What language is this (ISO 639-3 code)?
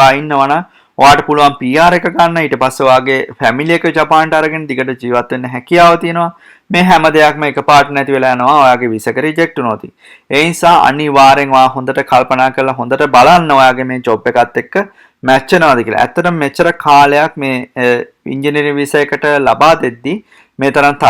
sin